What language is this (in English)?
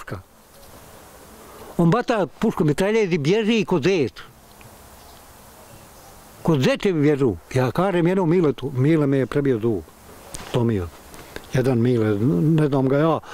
Bosnian